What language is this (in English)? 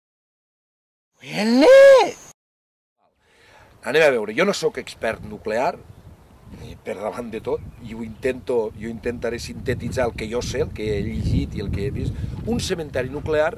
Catalan